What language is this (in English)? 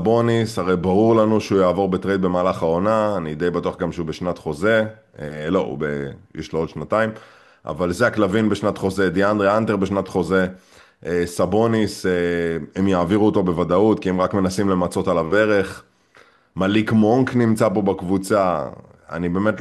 Hebrew